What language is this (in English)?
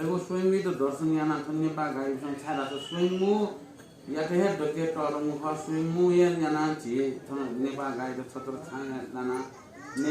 Newari